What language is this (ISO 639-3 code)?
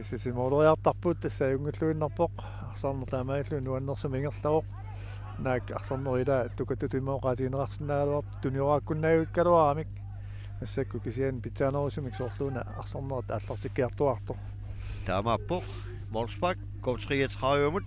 kal